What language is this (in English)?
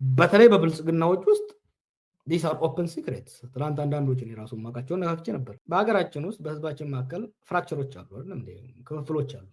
Amharic